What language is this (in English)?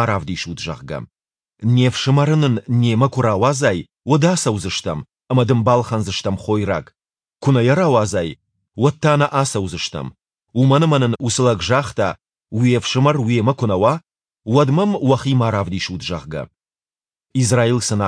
Ossetic